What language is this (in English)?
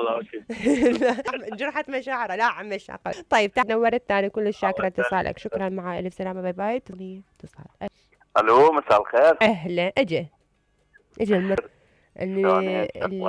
Mesopotamian Arabic